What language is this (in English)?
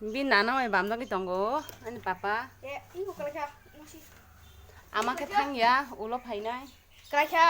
Kok Borok